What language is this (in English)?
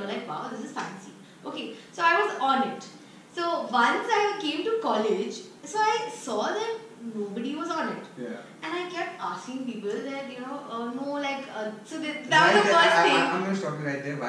English